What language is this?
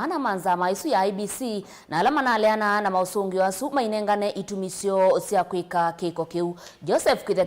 Kamba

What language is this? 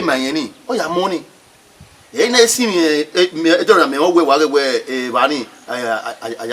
Bini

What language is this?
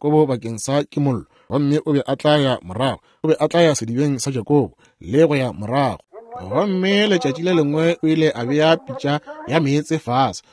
Northern Sotho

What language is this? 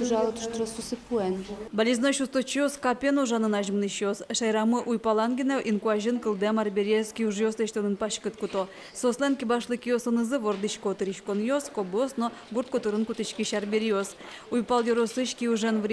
Udmurt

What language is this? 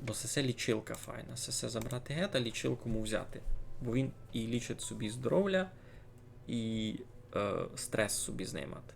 Rusyn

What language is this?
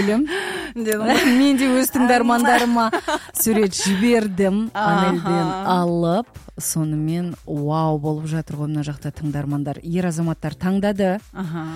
Kazakh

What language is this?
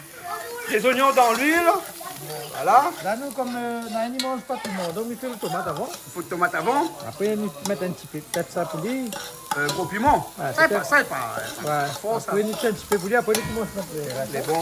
Réunion Creole French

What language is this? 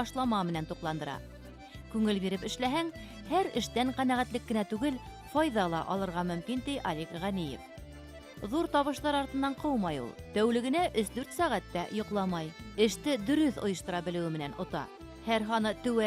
Bashkir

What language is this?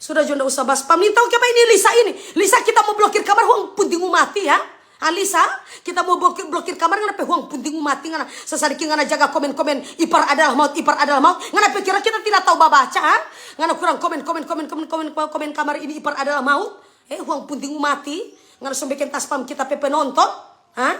Manado Malay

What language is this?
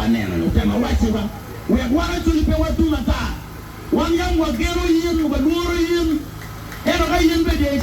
Acoli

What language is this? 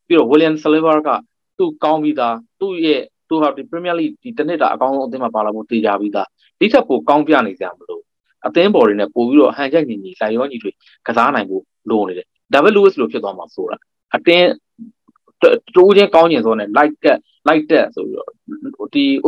Burmese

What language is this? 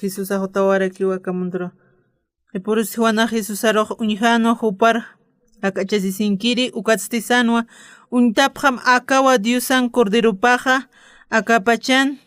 Aymara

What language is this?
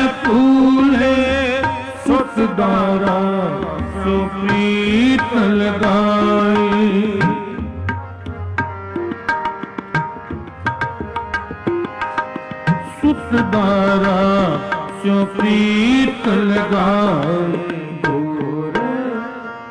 Punjabi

